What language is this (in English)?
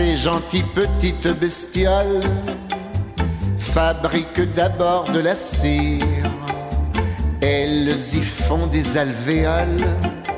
French